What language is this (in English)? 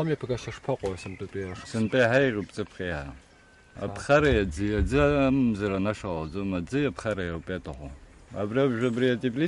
Abkhazian